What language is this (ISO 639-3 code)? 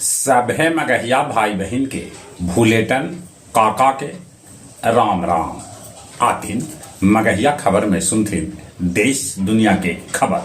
mag